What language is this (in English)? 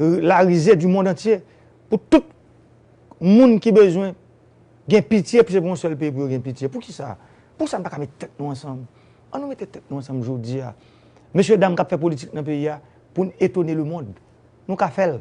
Haitian Creole